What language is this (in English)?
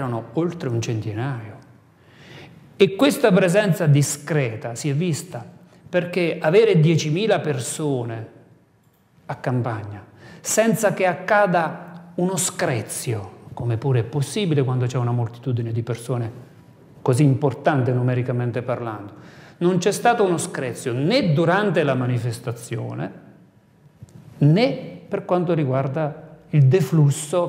Italian